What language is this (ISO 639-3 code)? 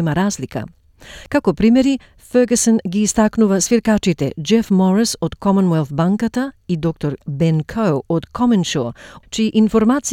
mkd